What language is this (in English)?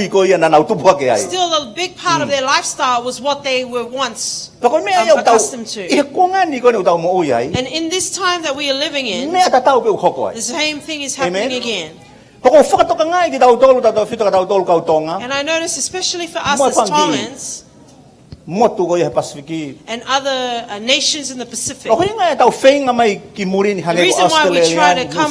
Tongan